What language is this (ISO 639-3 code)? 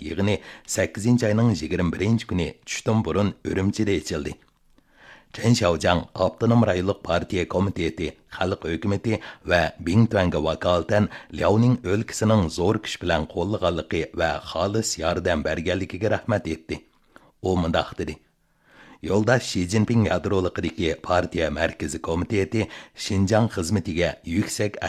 uig